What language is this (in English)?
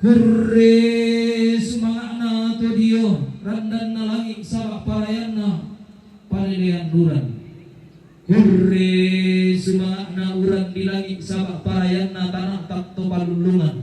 Toraja-Sa'dan